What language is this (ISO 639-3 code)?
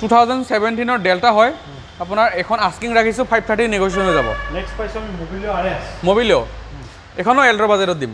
asm